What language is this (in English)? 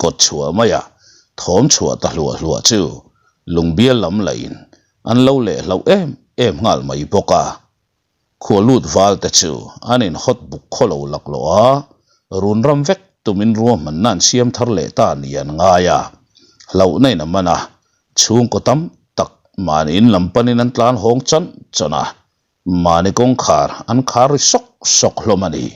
Mizo